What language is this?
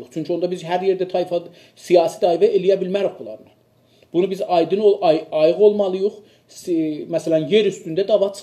South Azerbaijani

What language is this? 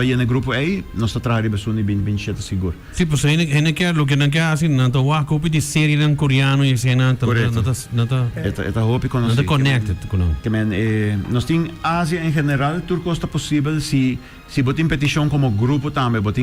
Papiamento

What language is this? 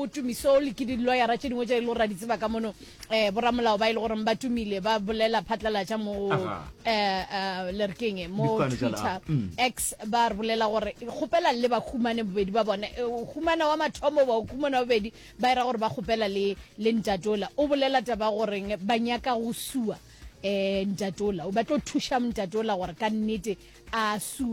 Northern Sotho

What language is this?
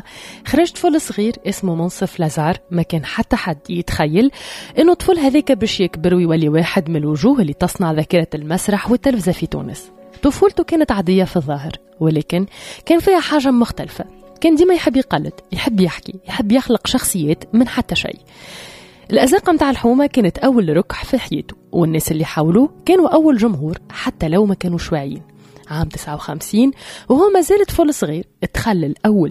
Tunisian Arabic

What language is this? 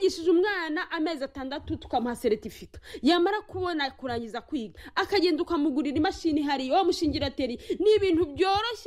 Kinyarwanda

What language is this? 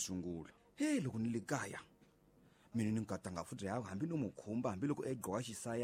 Tsonga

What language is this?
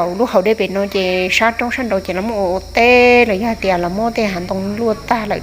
Hmong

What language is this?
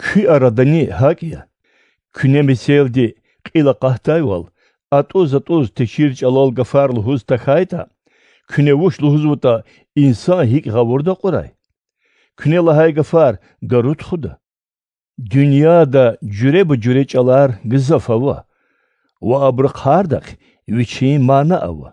Lezghian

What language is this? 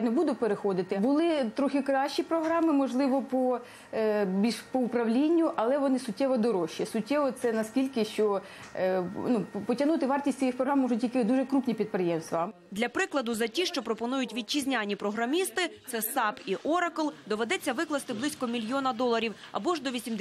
Ukrainian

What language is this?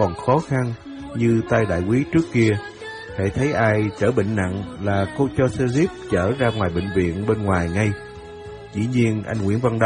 Vietnamese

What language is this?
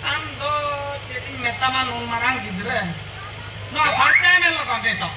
Santali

